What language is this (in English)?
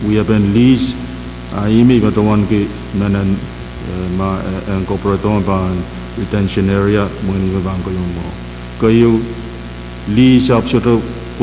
Pohnpeian